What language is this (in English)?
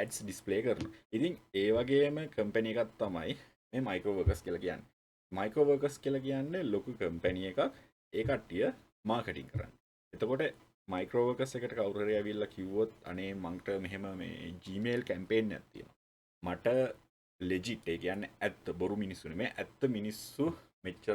Sinhala